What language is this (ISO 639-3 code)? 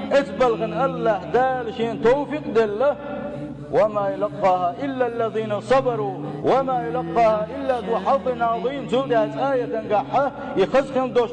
che